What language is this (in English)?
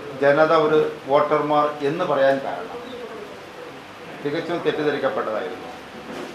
Malayalam